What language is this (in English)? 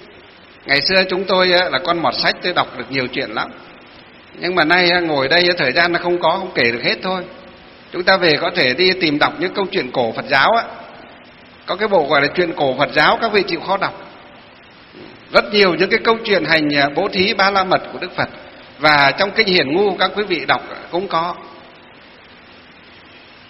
Vietnamese